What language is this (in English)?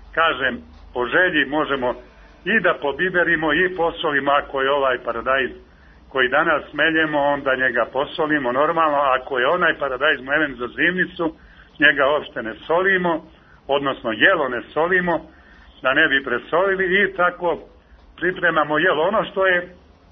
Serbian